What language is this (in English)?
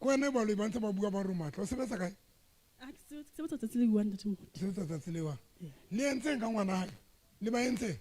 Southern Sotho